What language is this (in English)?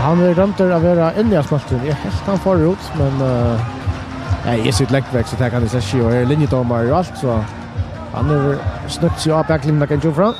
Faroese